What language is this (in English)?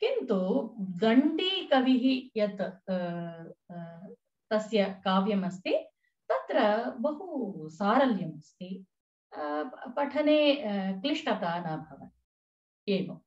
Sanskrit